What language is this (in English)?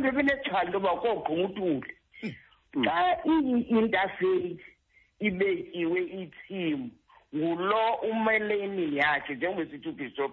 Xhosa